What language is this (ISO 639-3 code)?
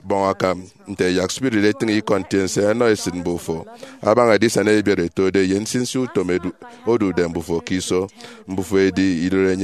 efi